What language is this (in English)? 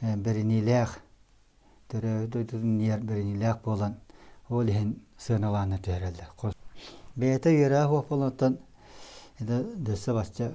Yakut